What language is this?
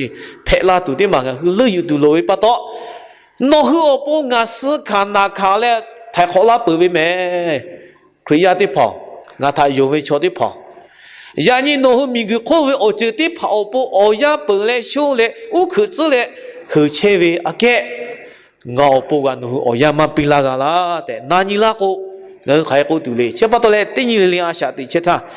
Lahu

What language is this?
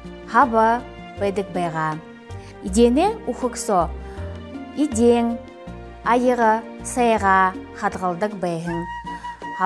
Buriat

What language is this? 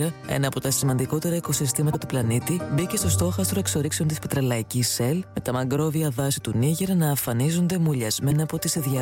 Greek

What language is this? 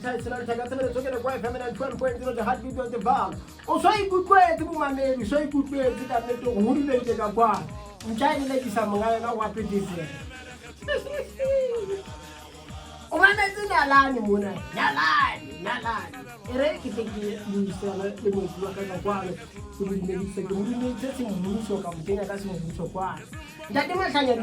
Southern Sotho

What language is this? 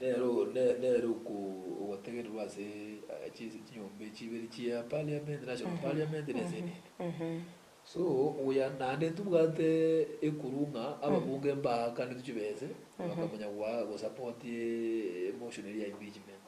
Gusii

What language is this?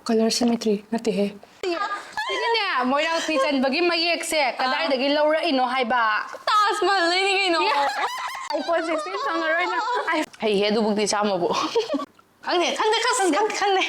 Manipuri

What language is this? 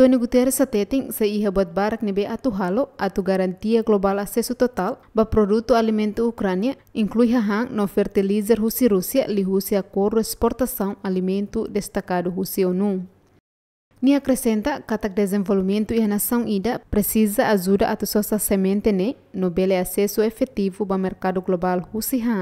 Tetum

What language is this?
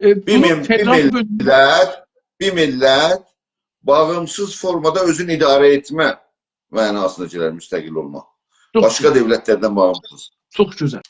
South Azerbaijani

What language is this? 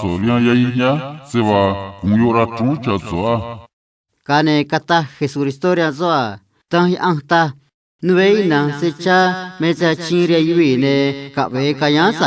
Copala Triqui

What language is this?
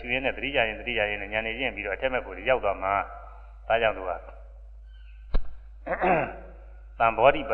Burmese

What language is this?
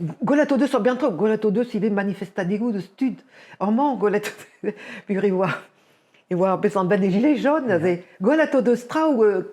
Breton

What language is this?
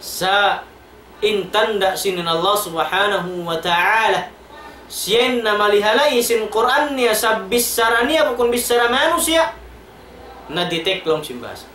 Tausug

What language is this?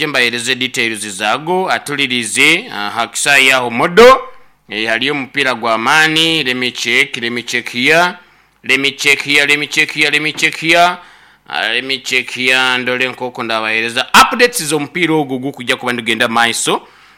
Nyoro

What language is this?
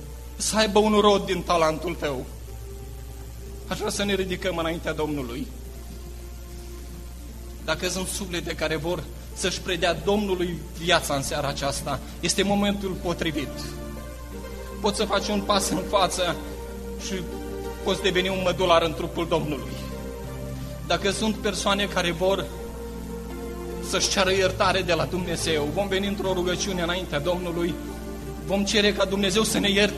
Romanian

